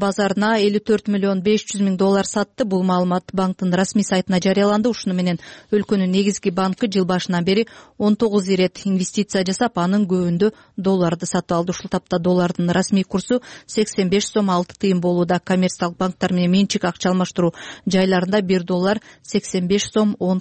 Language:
Kyrgyz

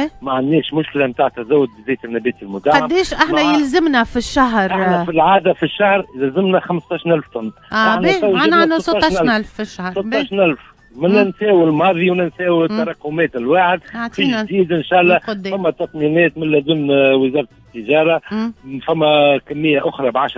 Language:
Tunisian Arabic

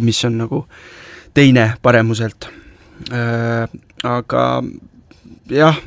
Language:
Estonian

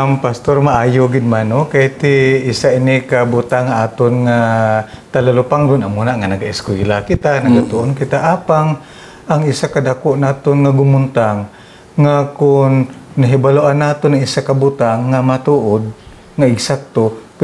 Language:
Hiligaynon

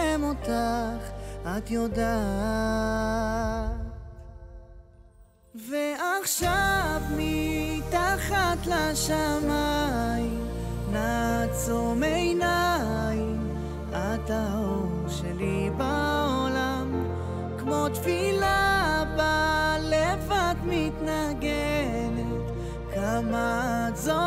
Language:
Hebrew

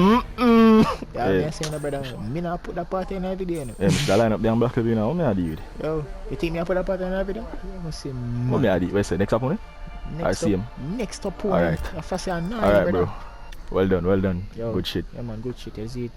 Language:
Jamaican Creole English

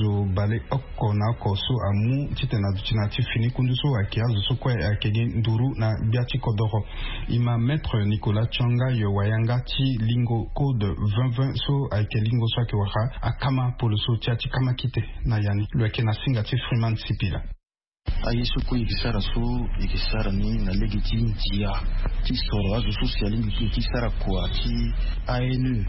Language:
Sango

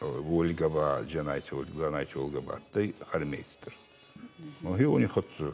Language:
Ossetic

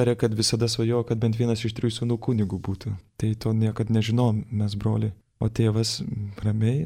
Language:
Lithuanian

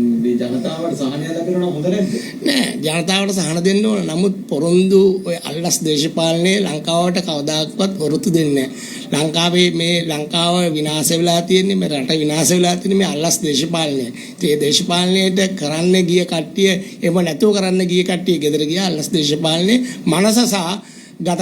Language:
Sinhala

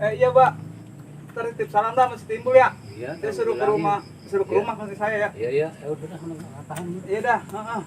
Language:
Betawi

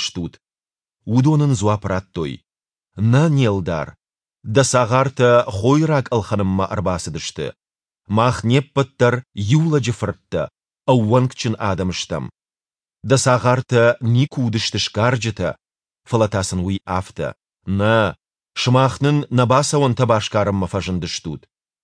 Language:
Ossetic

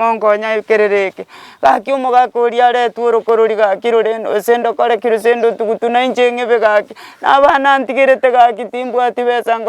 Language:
Gusii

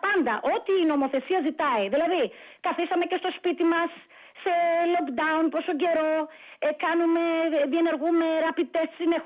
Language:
Greek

